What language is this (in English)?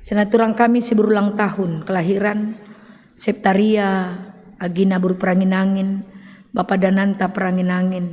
Batak Karo